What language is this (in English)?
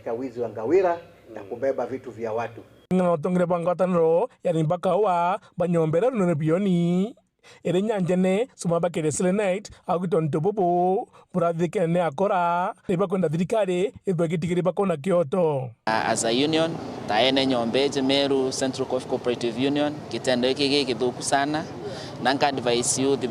Meru